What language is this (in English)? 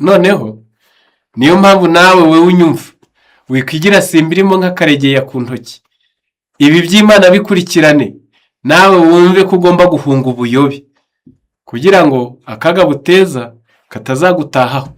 Kinyarwanda